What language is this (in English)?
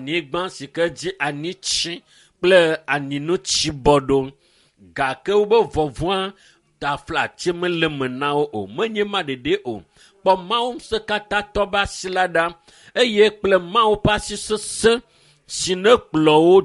Ewe